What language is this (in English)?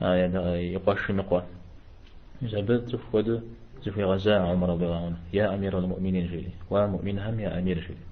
Kabardian